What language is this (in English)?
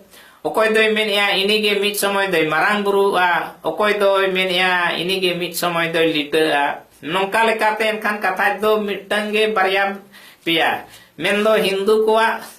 Santali